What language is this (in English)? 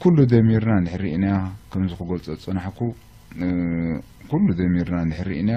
Tigrinya